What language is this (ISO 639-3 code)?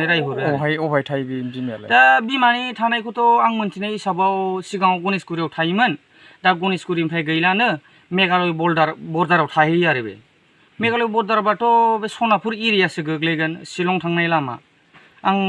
brx